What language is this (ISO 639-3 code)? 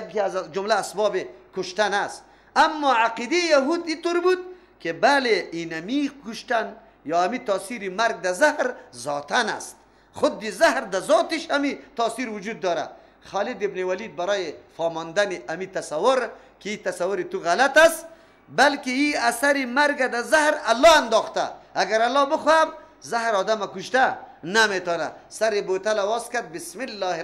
fas